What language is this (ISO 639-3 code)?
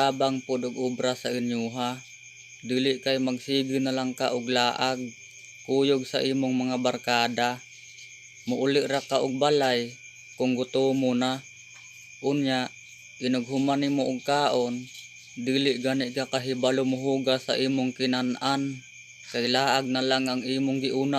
ceb